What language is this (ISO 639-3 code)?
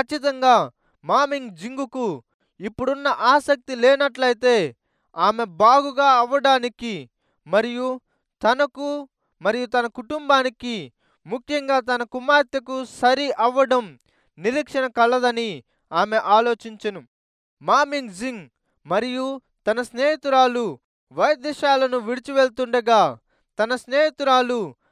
tel